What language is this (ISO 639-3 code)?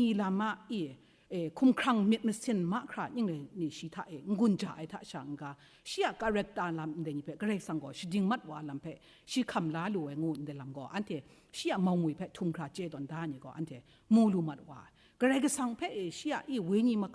kac